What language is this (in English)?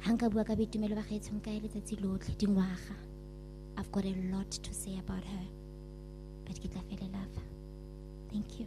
Tswana